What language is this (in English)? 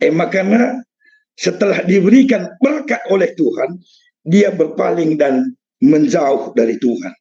Batak Karo